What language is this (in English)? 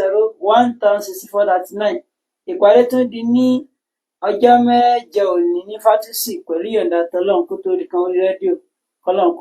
Yoruba